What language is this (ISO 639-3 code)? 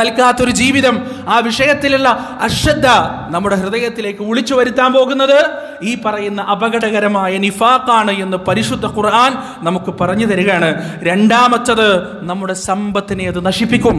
mal